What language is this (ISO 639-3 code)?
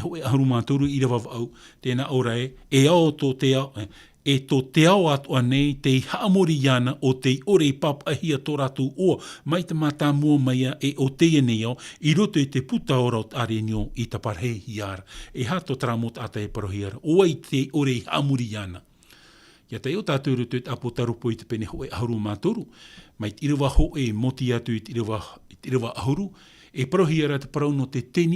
tah